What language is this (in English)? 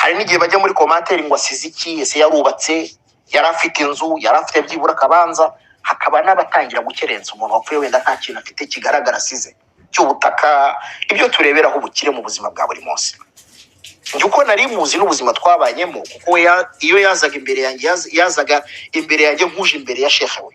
Kinyarwanda